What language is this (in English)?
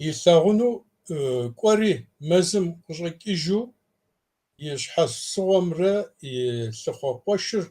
Kabardian